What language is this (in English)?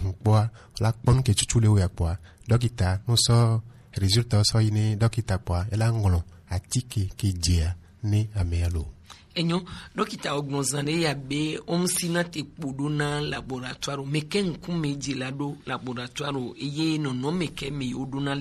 Gen